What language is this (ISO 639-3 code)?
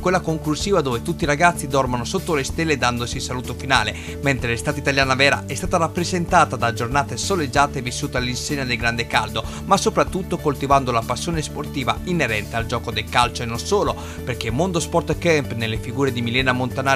ita